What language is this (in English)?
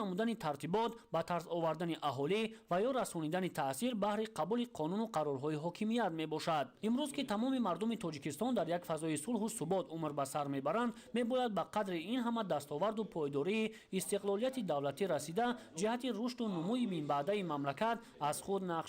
Tajik